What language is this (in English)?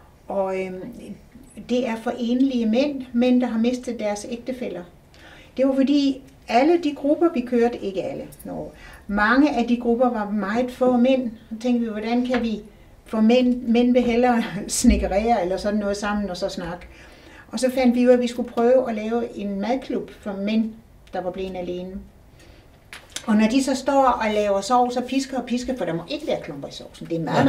Danish